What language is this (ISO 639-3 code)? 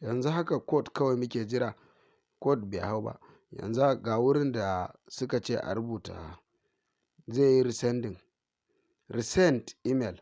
hau